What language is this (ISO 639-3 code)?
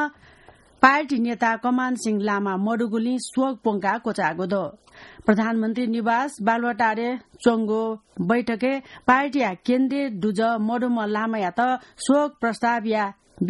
new